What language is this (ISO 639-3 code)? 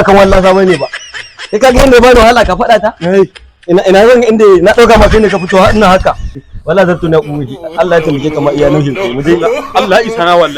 hau